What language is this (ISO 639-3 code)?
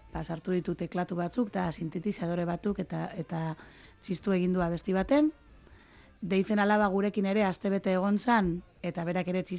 eus